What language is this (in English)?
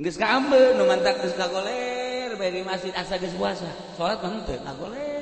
Sundanese